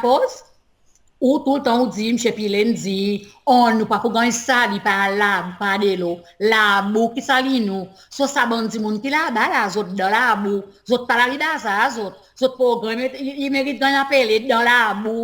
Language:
Seselwa Creole French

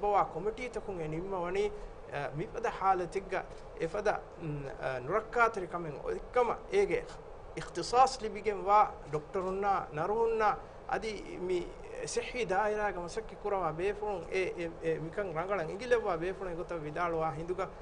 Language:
Divehi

